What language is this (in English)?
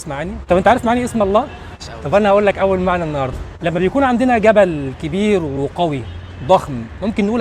Egyptian Arabic